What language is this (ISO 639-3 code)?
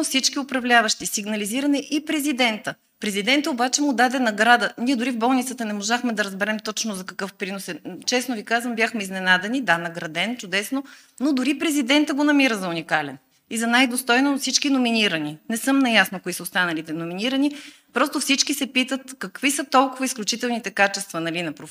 bul